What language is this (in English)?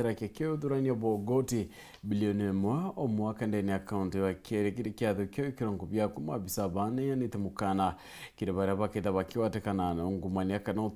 Meru